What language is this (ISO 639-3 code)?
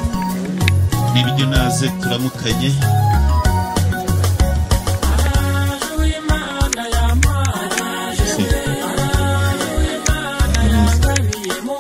kin